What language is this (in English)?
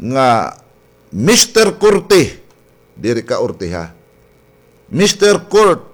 Waray